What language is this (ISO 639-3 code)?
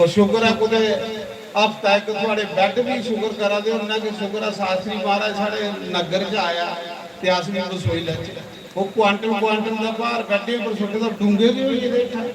doi